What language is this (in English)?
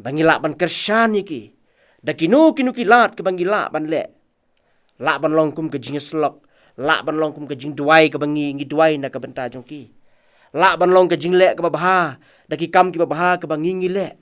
Khasi